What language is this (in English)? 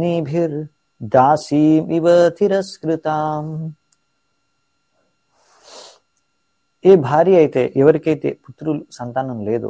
Telugu